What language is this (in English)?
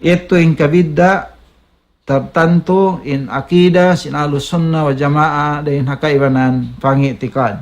Tausug